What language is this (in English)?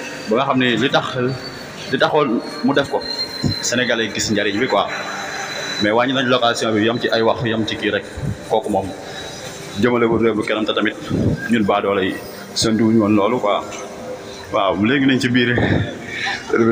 Wolof